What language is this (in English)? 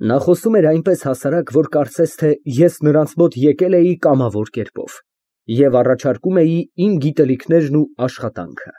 Armenian